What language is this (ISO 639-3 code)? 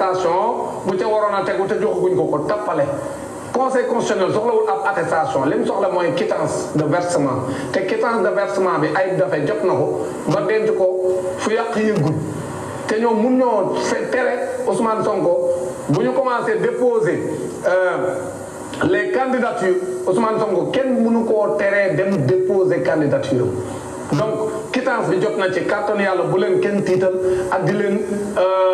wol